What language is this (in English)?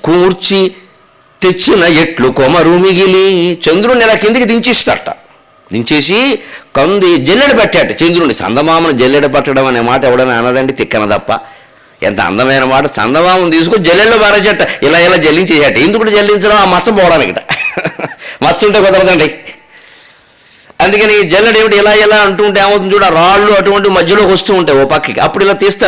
Telugu